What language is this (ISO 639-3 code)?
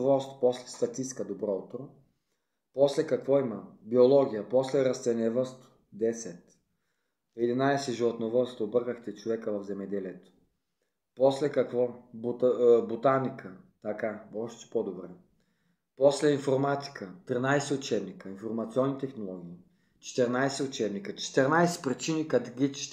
bul